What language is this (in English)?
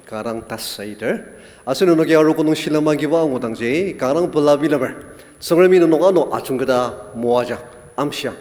Ao Naga